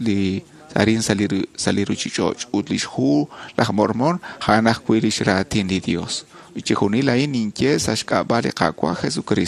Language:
Kekchí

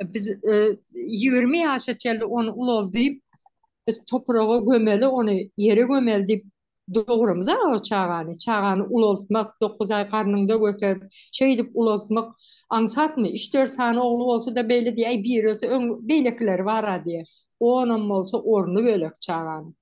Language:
Turkmen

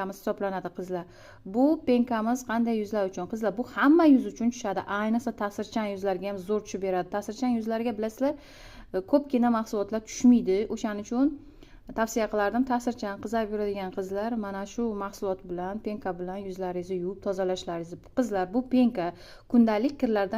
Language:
Uzbek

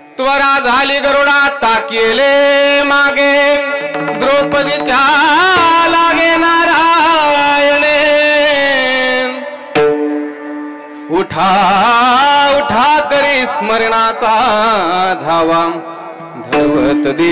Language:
Marathi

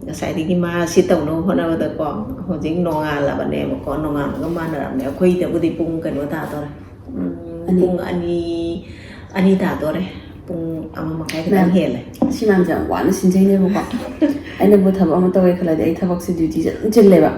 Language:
Manipuri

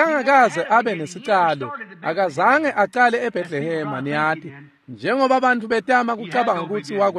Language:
Swati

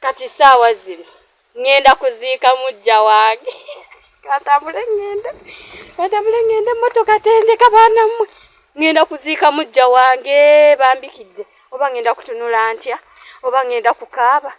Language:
Ganda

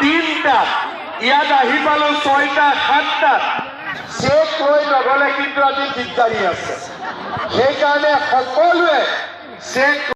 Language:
Assamese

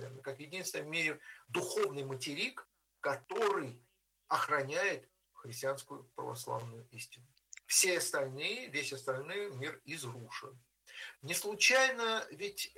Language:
Russian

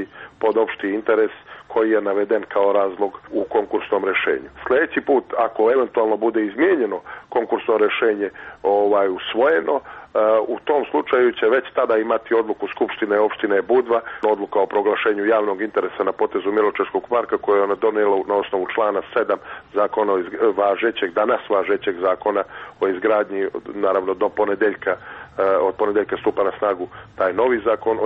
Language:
Serbian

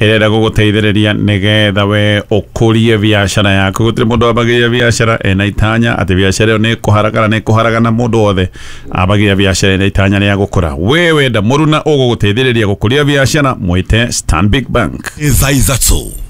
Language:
Kikuyu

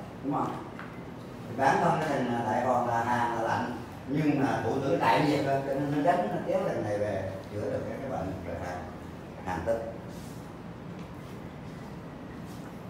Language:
Vietnamese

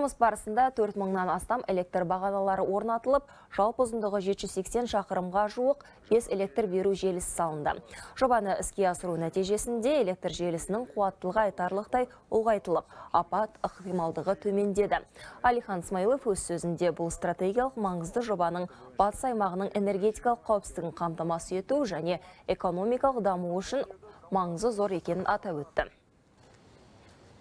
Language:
Kazakh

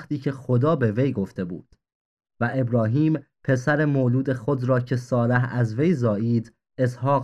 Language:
Persian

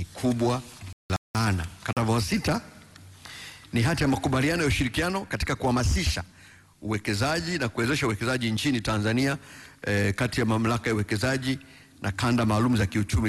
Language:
Swahili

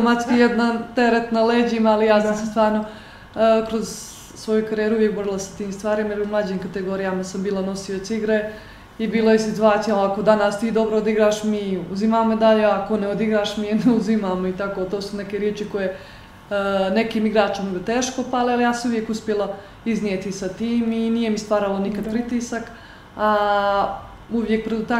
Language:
Bosnian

